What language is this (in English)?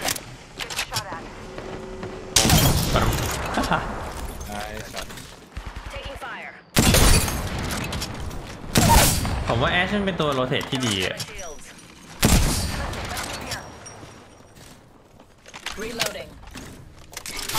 Thai